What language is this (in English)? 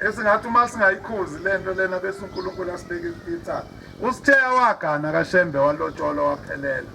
Zulu